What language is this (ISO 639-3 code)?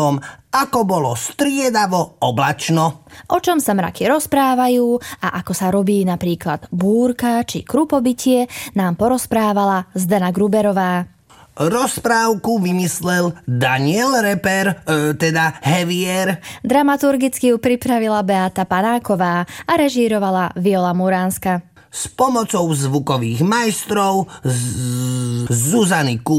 slk